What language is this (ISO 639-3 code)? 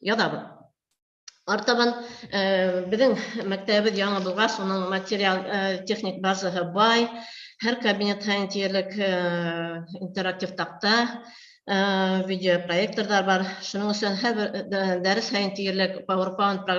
bak